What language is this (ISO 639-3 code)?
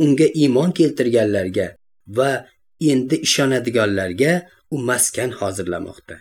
uzb